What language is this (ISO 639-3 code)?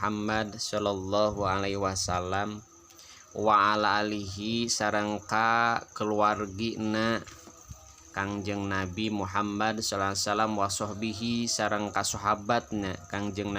sun